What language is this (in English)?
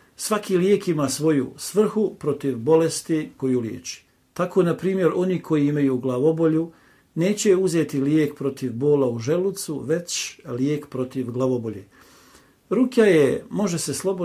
Bosnian